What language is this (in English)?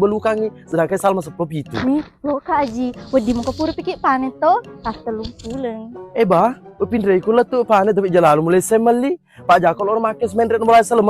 Buginese